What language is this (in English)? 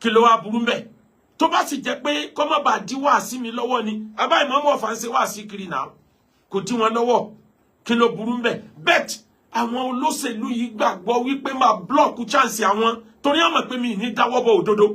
Yoruba